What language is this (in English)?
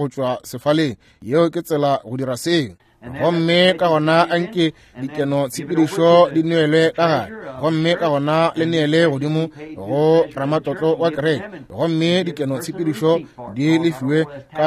Northern Sotho